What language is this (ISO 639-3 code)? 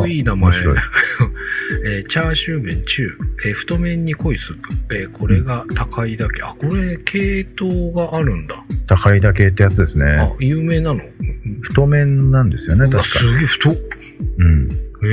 jpn